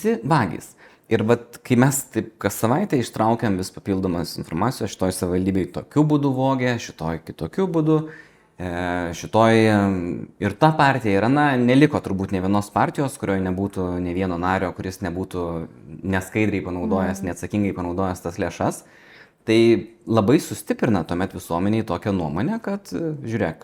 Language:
Lithuanian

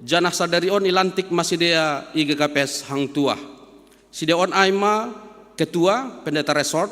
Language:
Batak Simalungun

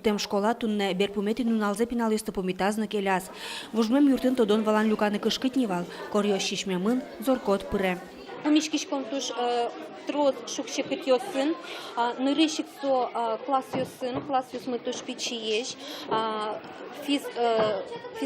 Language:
Udmurt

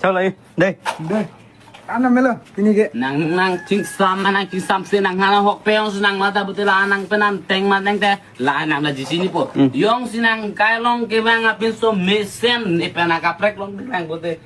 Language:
Karbi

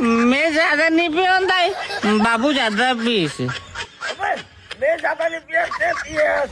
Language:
Chhattisgarhi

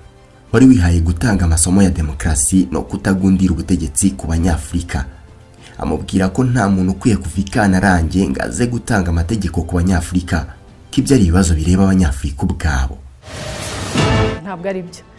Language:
Kinyarwanda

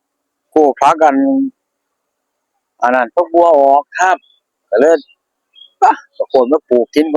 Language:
Northeastern Thai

